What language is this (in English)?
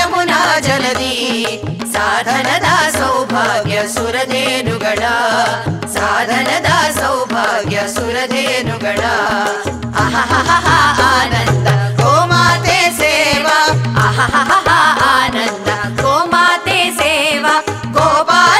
Kannada